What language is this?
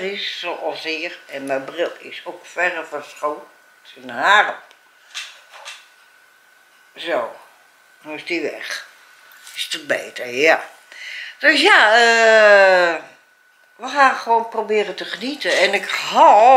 Dutch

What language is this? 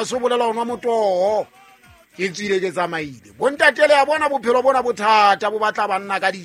Southern Sotho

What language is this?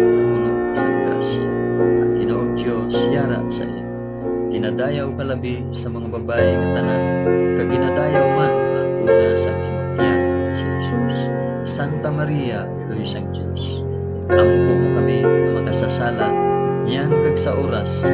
Hiligaynon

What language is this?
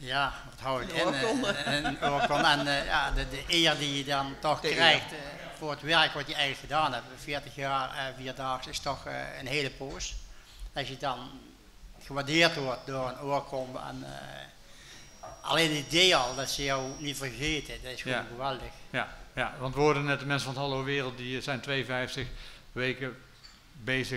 Dutch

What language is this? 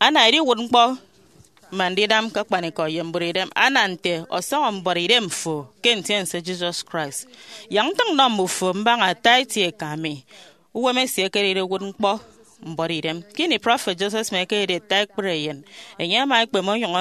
Efik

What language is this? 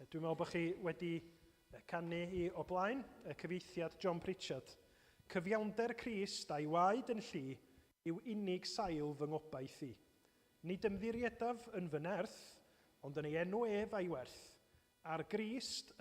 Welsh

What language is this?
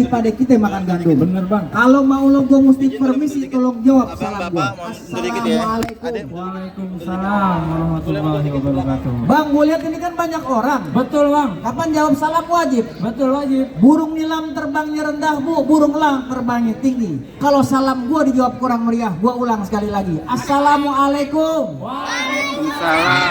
Betawi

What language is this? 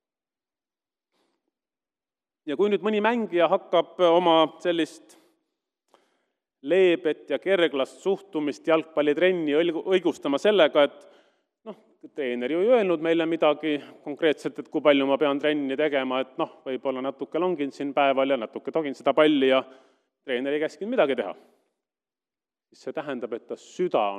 Estonian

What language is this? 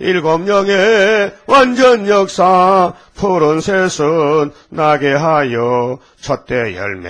Korean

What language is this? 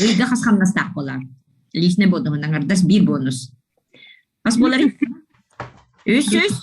Yakut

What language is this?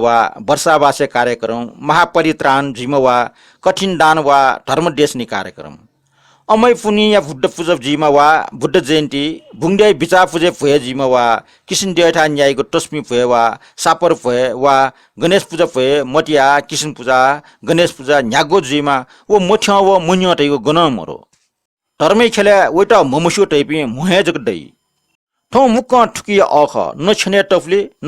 Newari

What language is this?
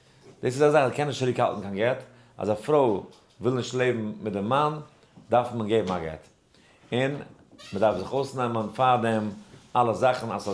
Yiddish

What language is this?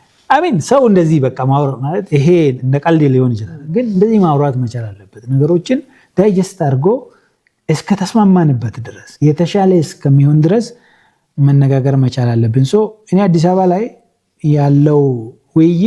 Amharic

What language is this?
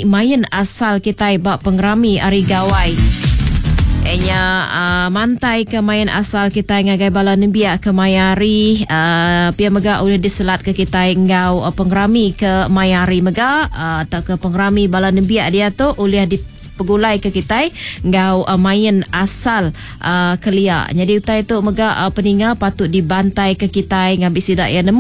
Iban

